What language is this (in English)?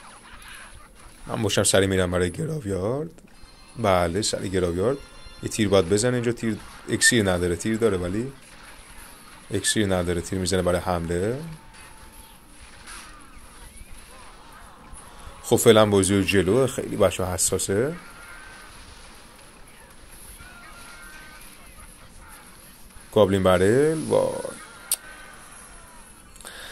Persian